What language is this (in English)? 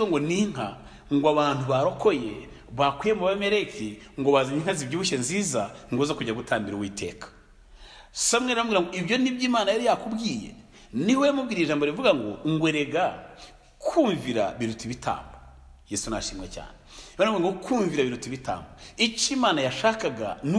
Kinyarwanda